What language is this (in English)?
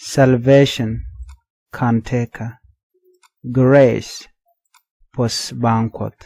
Nuer